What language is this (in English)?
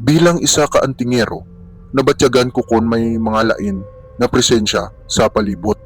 Hiligaynon